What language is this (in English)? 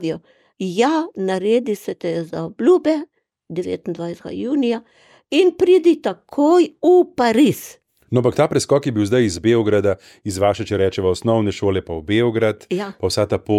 Slovenian